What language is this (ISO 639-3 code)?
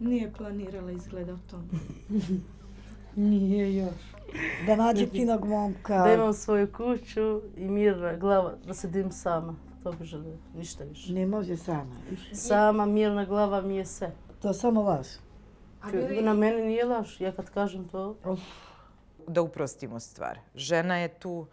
bos